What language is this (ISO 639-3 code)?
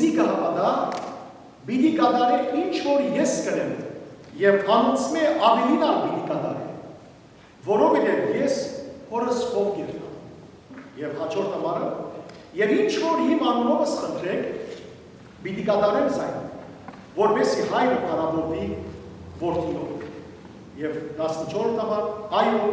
hyw